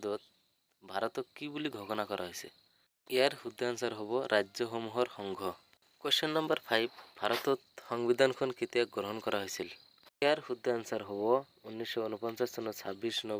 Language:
Assamese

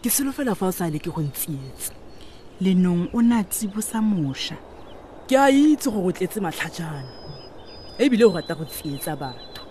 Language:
Tswana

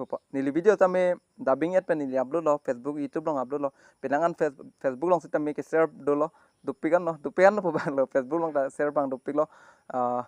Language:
Karbi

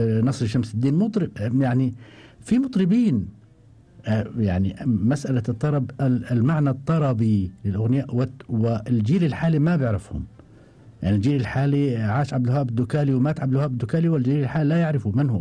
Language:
Gulf Arabic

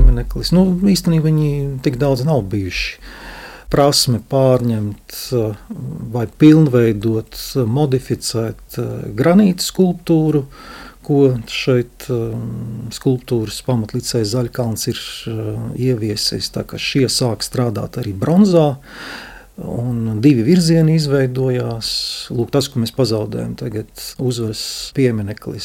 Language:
Latvian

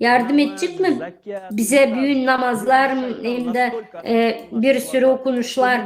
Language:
Gagauz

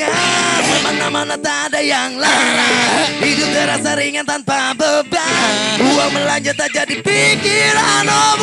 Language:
Betawi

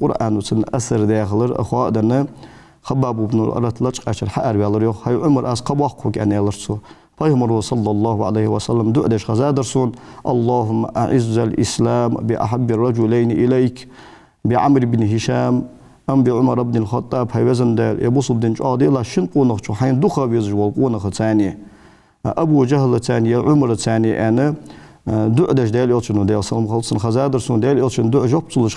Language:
Ingush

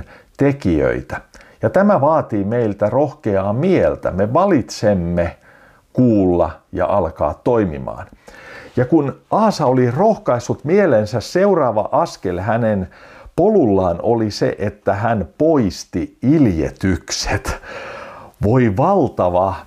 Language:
Finnish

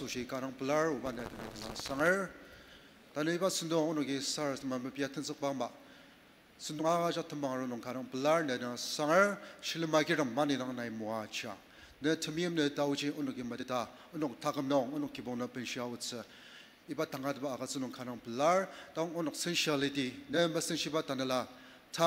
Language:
Ao Naga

